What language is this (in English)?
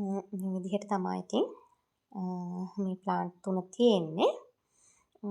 Sinhala